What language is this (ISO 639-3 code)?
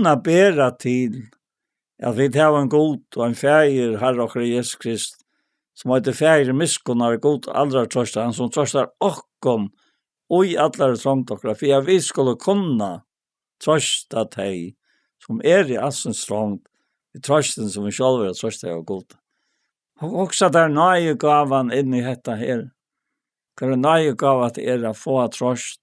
fao